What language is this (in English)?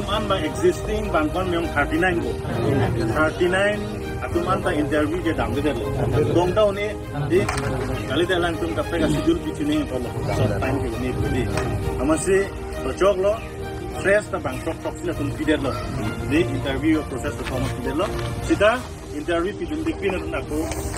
Karbi